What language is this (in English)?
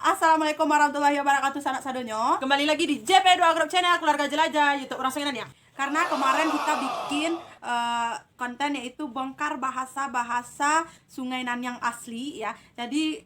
Minangkabau